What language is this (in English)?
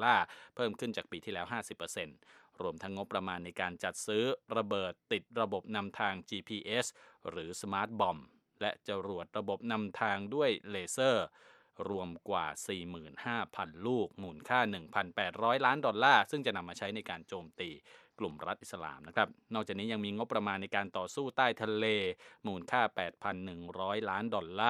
Thai